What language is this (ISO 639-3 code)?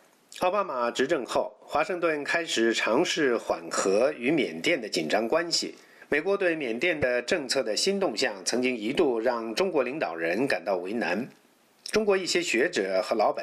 zho